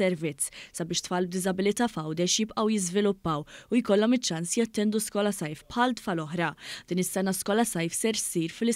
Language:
Maltese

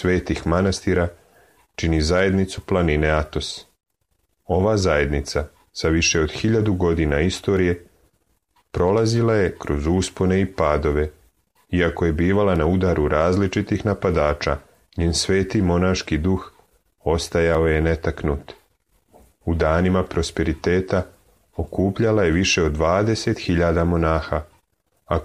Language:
Serbian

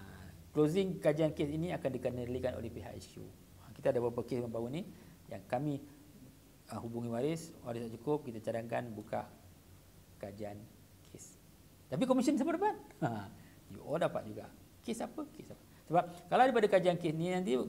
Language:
Malay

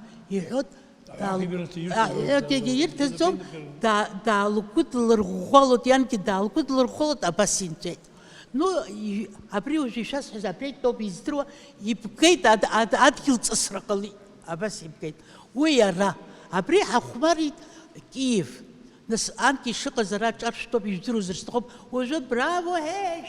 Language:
Abkhazian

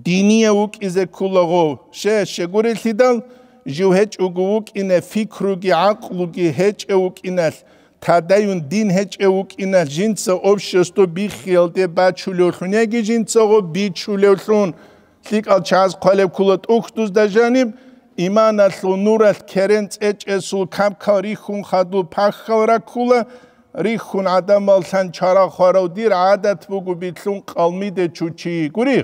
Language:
Avaric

